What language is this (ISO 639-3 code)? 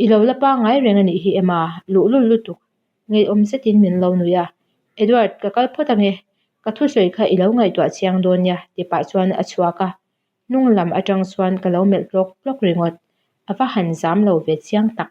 lus